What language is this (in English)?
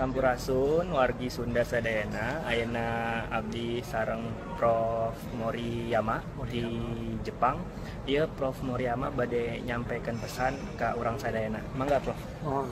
Sundanese